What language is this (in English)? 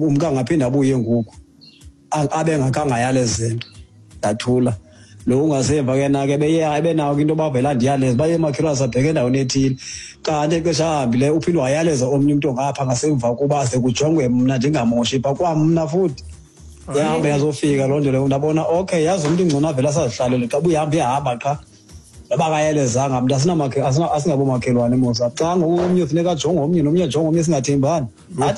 Xhosa